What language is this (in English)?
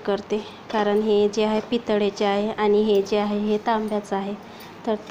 Marathi